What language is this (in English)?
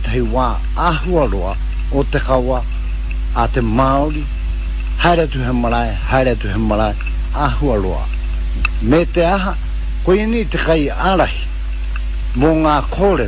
Māori